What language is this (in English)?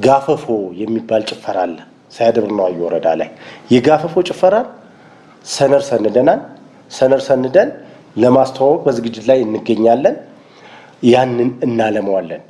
Amharic